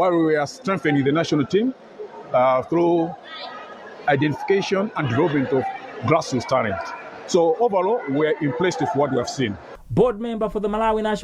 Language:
English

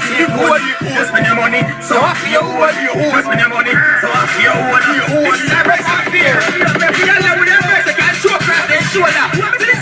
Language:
Jamaican Creole English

